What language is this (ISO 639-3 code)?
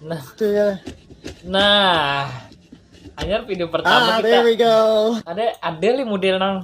bjn